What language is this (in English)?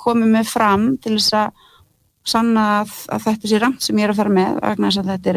Icelandic